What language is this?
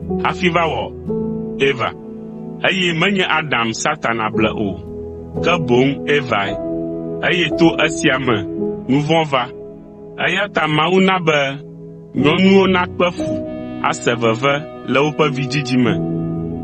Ewe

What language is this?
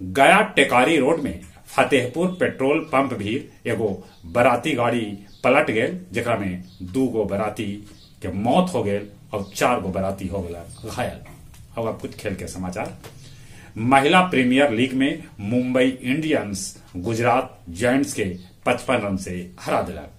Magahi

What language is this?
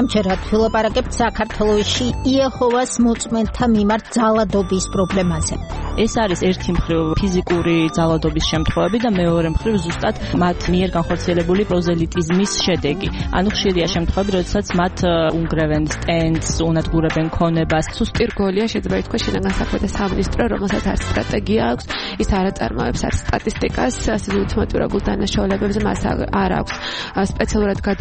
Georgian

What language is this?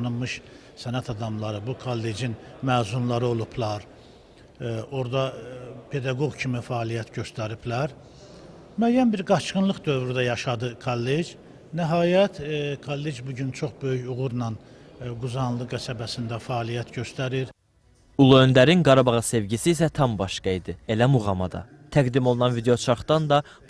Azerbaijani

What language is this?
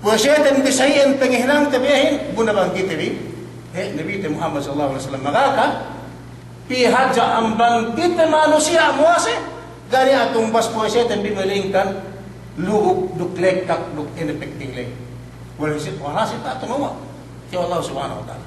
Yakan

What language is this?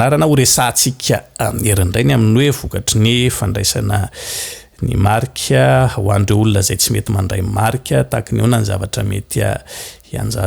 Malagasy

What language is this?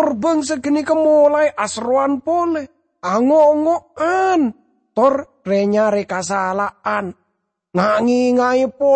Madurese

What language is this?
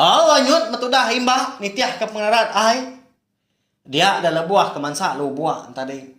Iban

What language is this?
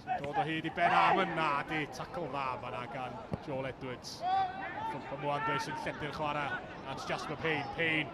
Welsh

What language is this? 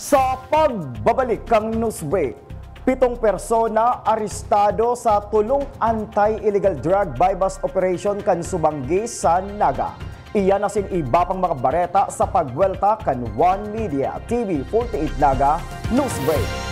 Bikol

